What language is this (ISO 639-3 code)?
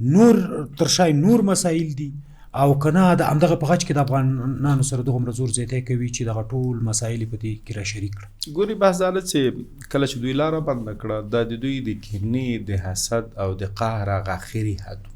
pus